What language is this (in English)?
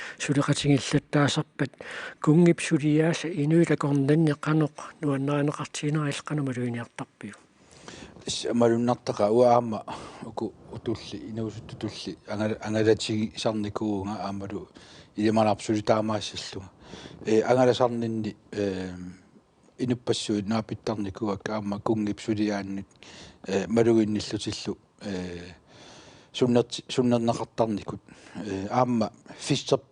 Kalaallisut